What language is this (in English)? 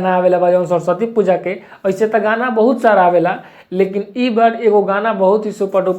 Bhojpuri